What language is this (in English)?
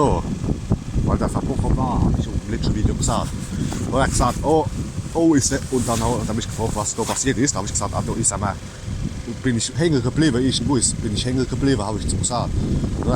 Palatine German